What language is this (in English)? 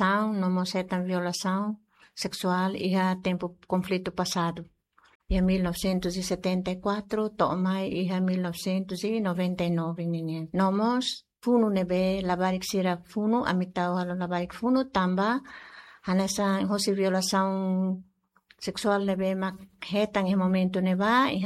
Tetum